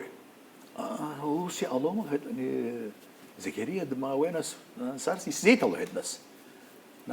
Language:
Abkhazian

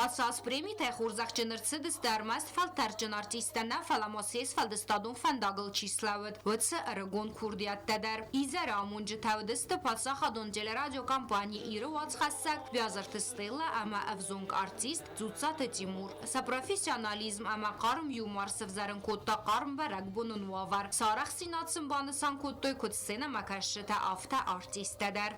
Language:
Ossetic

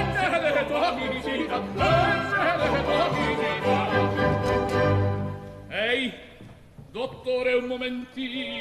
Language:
Italian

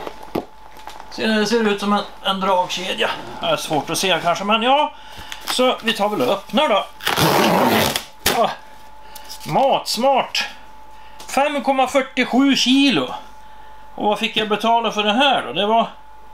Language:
Swedish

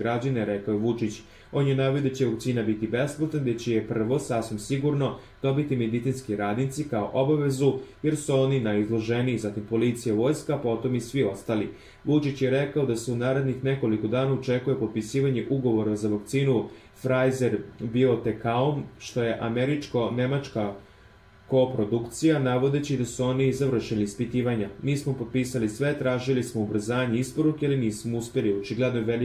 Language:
Serbian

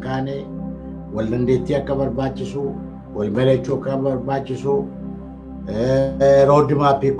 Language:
Oromo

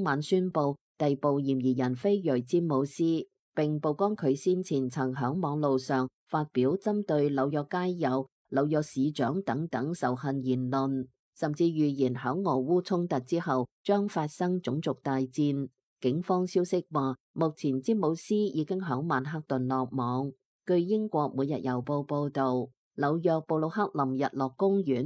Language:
Cantonese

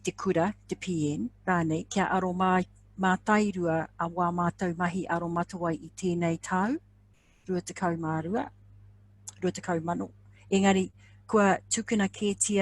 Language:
Māori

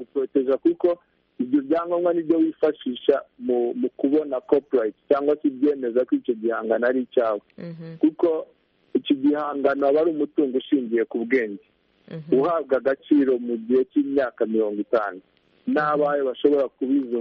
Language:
Kinyarwanda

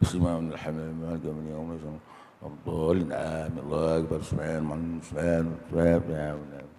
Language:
Achinese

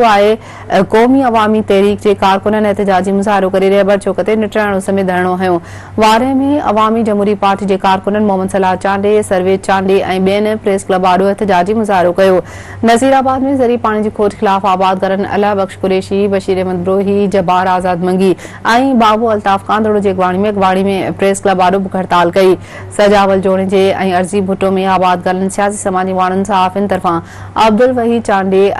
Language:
Sindhi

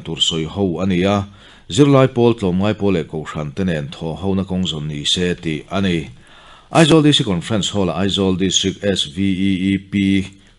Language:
Mizo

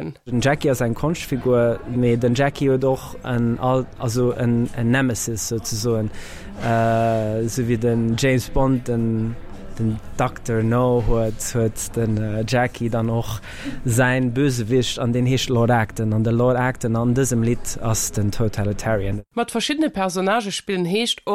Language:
Luxembourgish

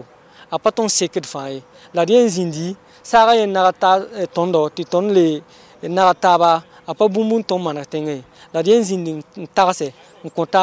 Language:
Mossi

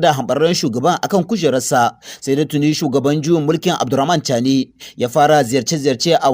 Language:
Hausa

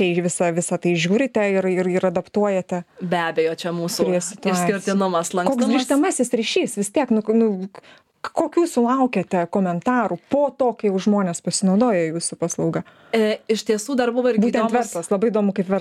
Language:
Lithuanian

